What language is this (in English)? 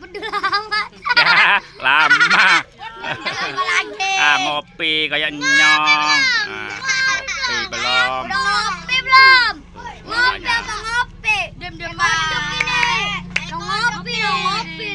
Betawi